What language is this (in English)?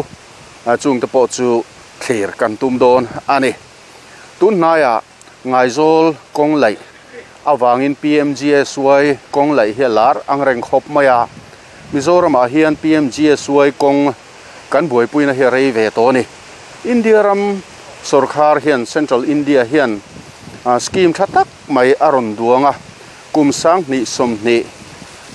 Mizo